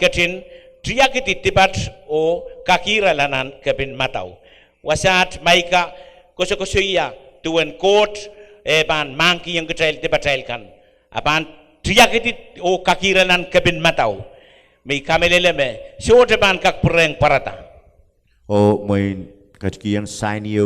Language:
Pohnpeian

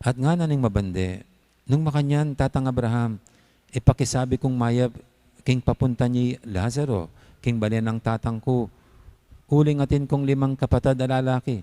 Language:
Pampanga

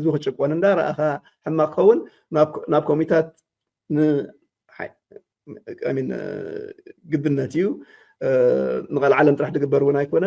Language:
Tigrinya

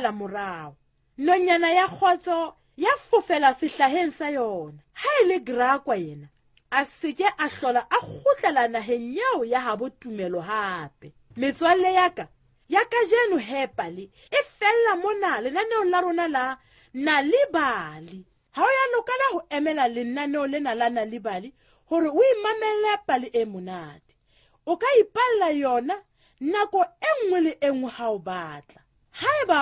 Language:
Southern Sotho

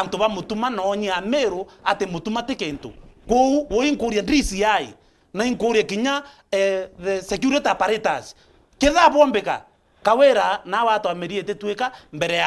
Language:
Meru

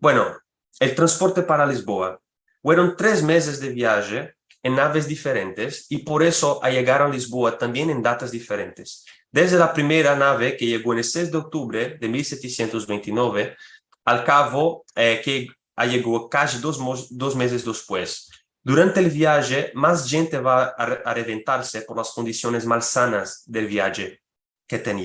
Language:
Ladino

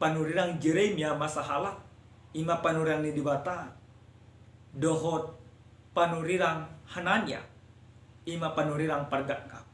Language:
Batak Toba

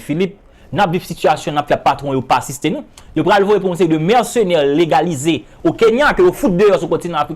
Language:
Haitian Creole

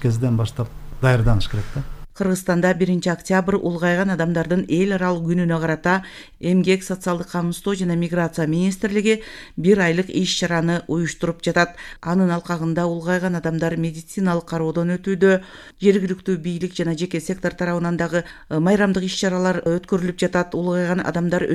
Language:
Kyrgyz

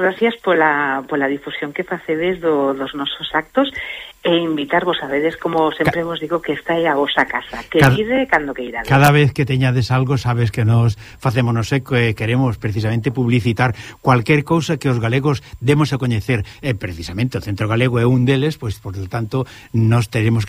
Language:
Galician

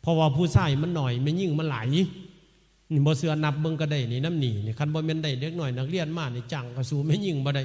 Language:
Northeastern Thai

